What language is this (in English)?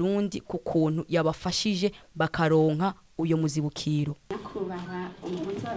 Rundi